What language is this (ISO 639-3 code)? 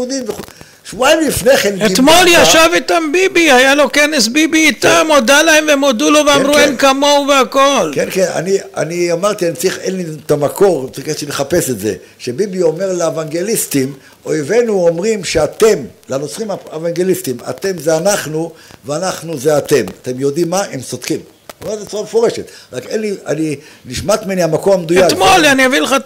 heb